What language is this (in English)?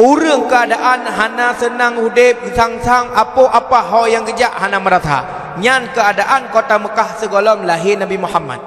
Achinese